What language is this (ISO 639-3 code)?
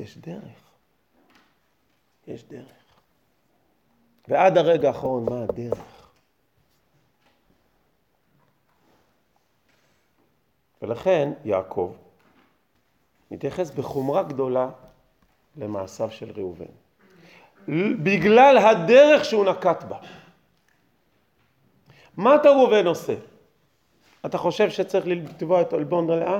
heb